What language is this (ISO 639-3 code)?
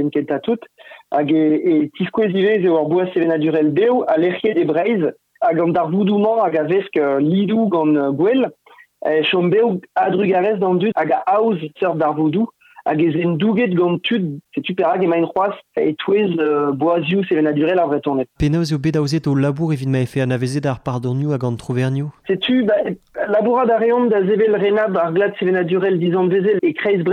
bre